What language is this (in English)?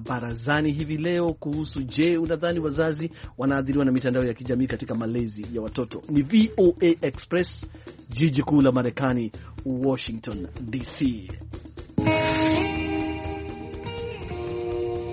Swahili